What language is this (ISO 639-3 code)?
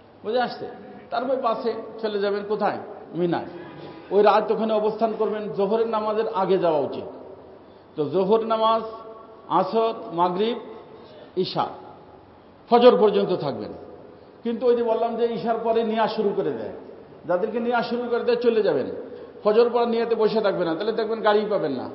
ben